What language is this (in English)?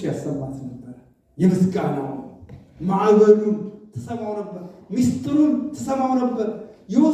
Amharic